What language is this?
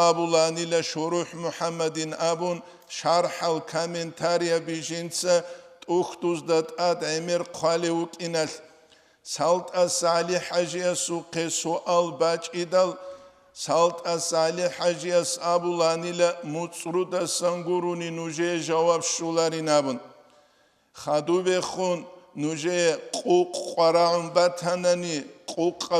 Avaric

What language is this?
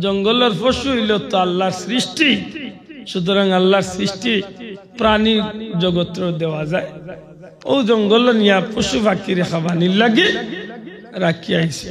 Sylheti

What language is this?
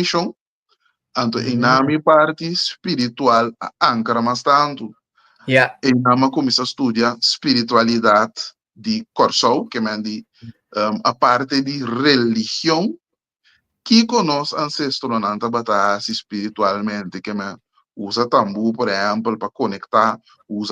Papiamento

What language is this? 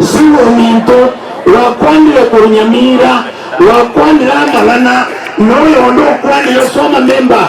Gusii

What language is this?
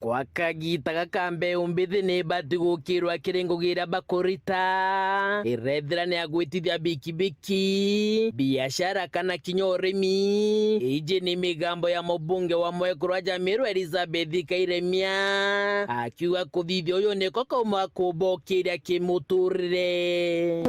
Meru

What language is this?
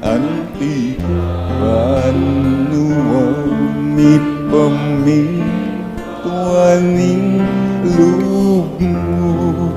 Pampanga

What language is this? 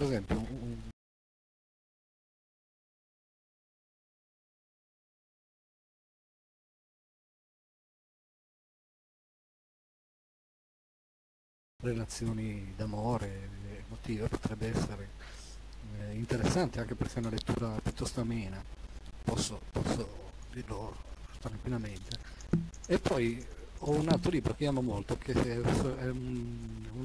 Italian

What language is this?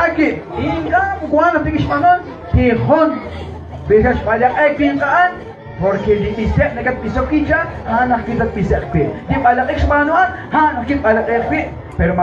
Kekchí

